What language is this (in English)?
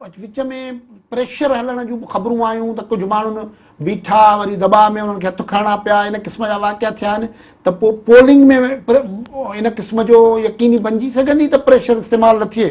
Sindhi